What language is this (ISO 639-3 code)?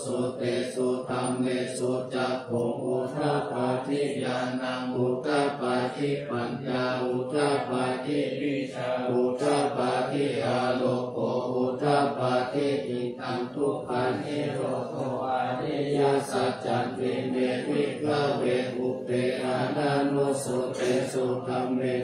pli